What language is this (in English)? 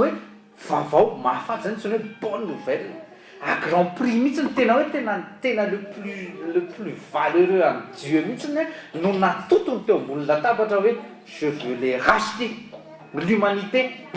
Malagasy